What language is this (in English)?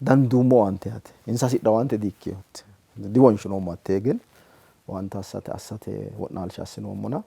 Sidamo